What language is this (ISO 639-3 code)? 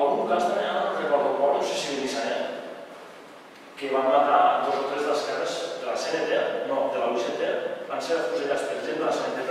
cat